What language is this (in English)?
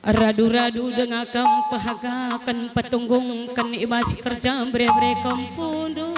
Batak Karo